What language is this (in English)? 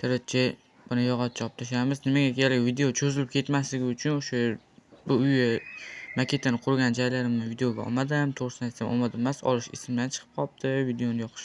Uzbek